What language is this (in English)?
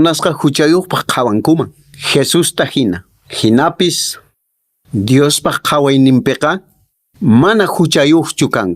Quechua